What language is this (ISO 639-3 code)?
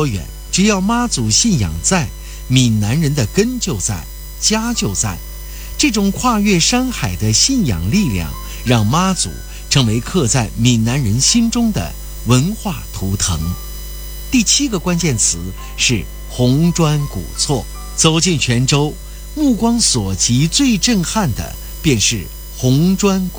zho